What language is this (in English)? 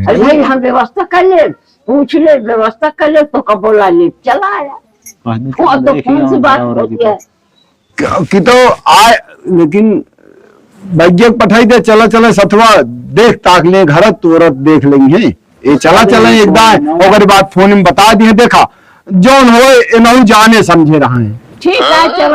Awadhi